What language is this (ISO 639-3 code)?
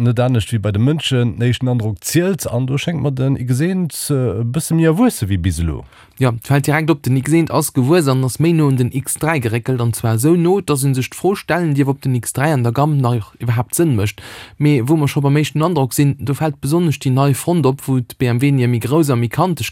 ltz